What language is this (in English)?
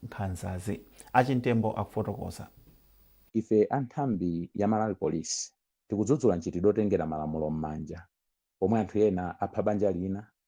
Nyanja